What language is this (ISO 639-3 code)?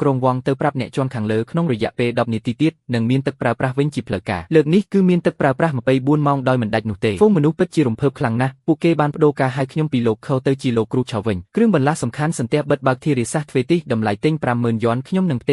khm